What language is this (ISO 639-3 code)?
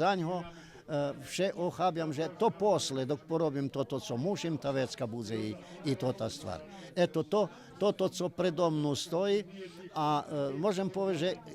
rue